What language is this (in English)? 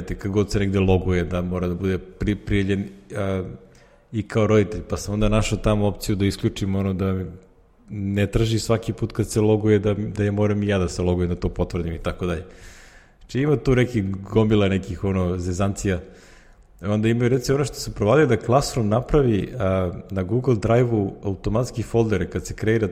Serbian